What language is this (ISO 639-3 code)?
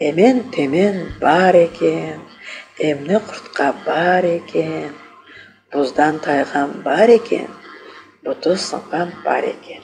crh